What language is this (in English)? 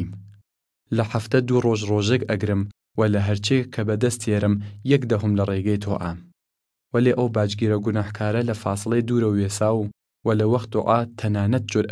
Southern Kurdish